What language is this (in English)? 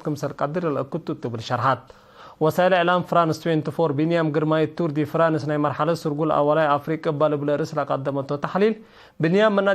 Tigre